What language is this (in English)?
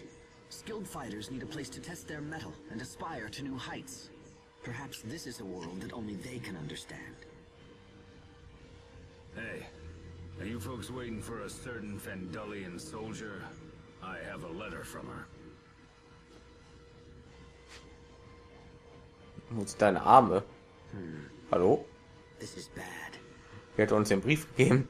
German